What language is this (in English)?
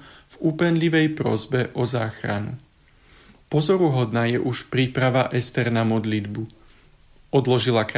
Slovak